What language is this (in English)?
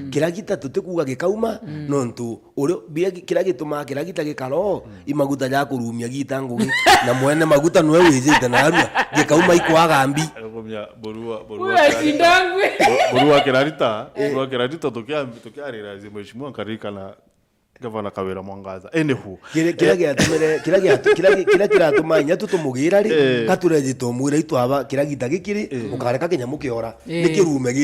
Meru